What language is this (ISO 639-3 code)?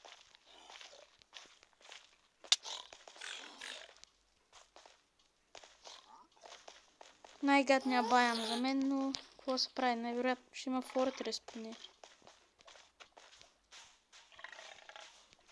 bul